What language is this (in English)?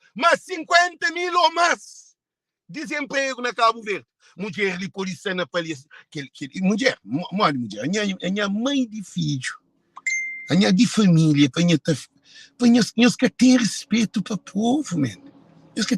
Kabuverdianu